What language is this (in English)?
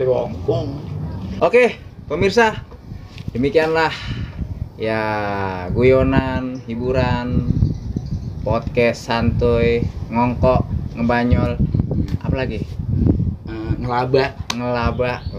Betawi